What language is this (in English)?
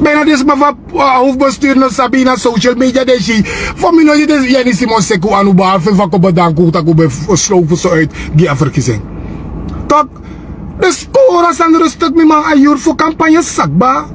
Sranan Tongo